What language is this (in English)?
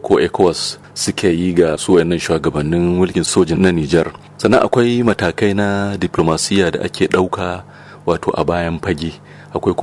Hausa